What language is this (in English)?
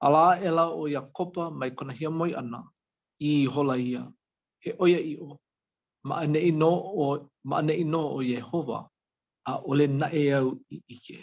Hawaiian